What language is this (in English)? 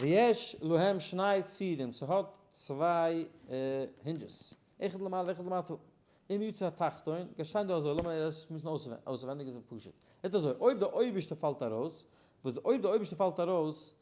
Yiddish